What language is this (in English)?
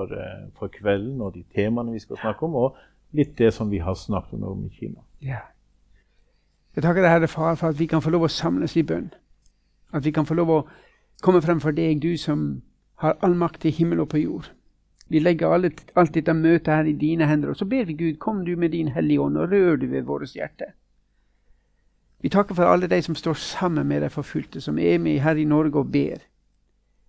Norwegian